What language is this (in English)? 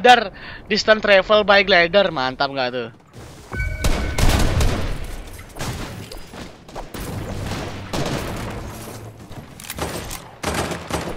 Indonesian